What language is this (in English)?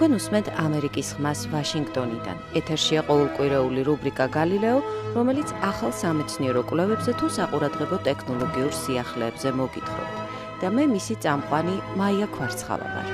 Georgian